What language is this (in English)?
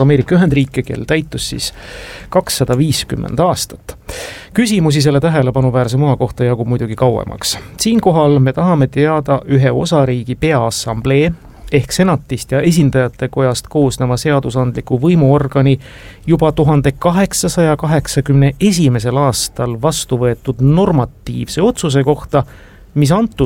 Estonian